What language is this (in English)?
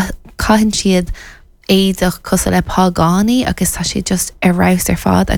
Irish